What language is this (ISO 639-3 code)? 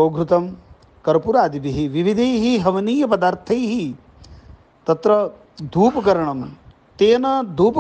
san